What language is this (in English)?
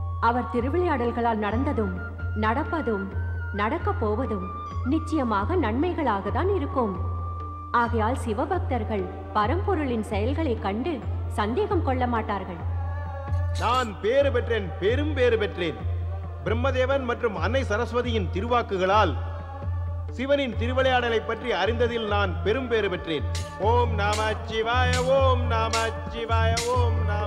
Tamil